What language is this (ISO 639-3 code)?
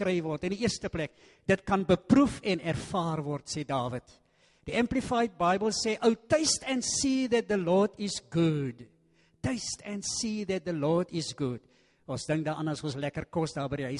afr